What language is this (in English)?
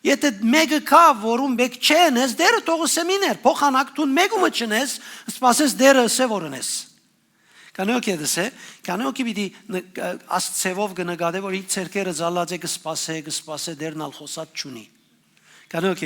Western Armenian